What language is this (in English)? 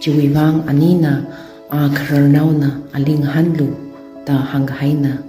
Tangkhul Naga (India)